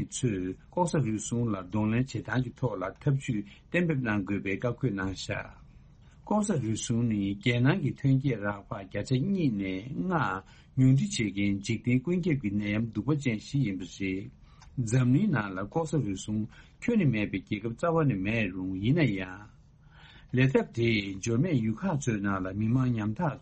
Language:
Tibetan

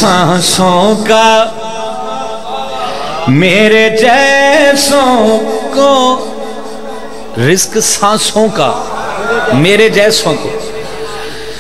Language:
Western Panjabi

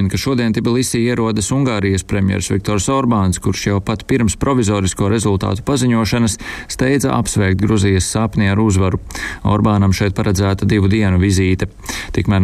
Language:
Latvian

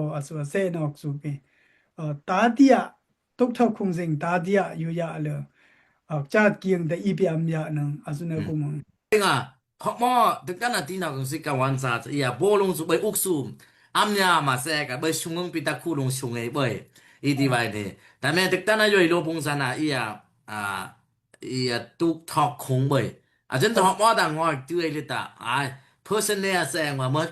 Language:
Daai Chin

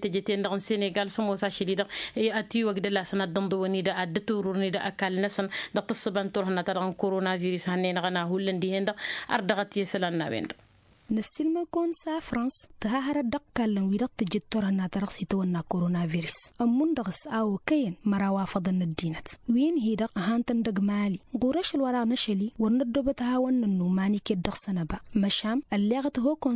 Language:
Tamasheq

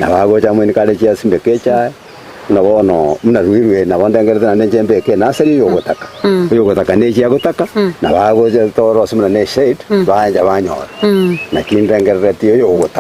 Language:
Gusii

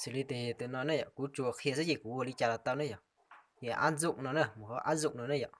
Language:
Hmong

